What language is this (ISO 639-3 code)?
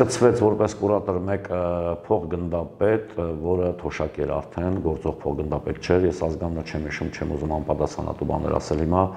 hye